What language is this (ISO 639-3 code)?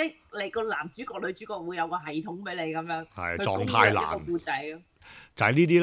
yue